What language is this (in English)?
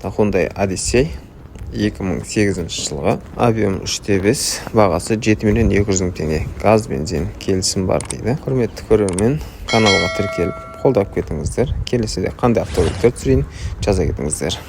Kazakh